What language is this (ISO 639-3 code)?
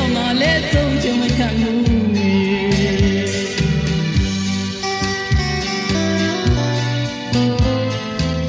mya